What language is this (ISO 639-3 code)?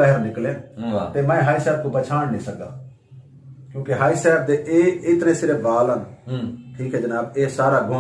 skr